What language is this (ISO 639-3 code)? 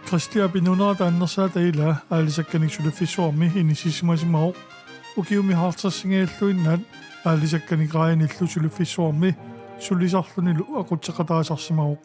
kal